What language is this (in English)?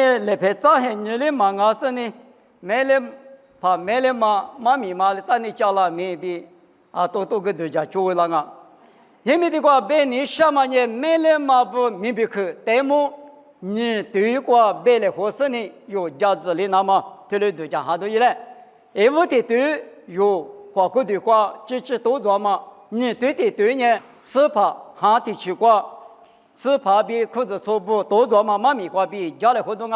Lisu